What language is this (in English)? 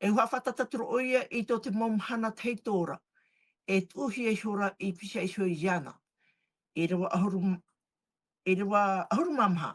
Tahitian